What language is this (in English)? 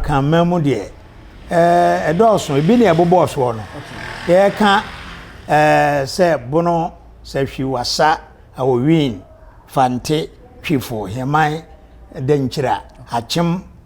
Akan